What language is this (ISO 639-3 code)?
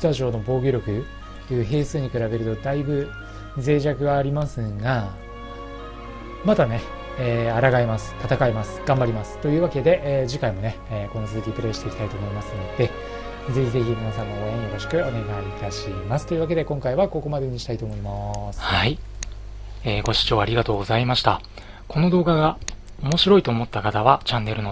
jpn